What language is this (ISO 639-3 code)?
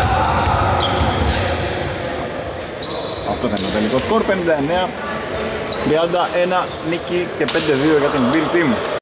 ell